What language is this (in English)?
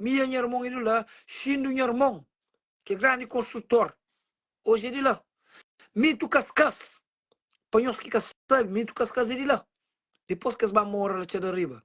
Kabuverdianu